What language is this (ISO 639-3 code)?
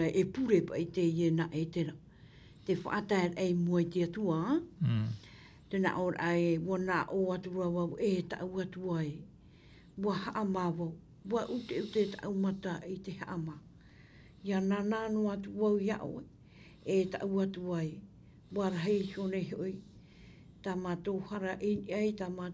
tah